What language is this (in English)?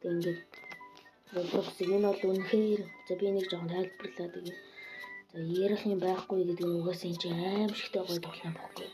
Mongolian